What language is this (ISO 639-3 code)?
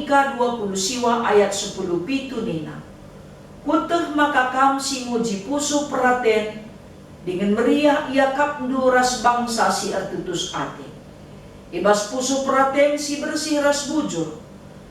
btx